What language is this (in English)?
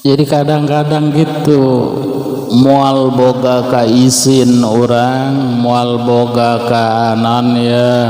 Sundanese